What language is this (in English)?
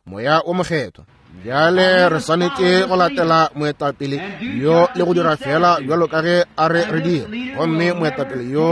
Northern Sotho